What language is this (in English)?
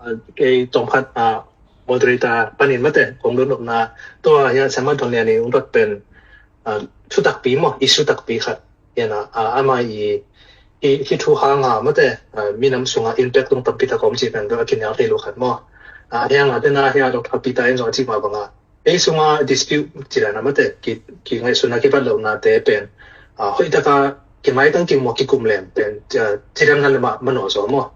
Tedim Chin